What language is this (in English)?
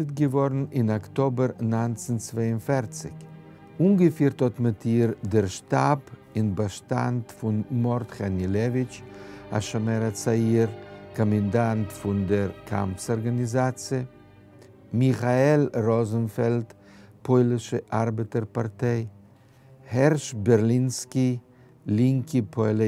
Yiddish